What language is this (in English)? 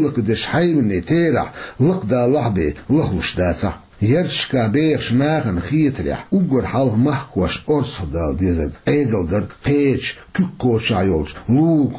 Chechen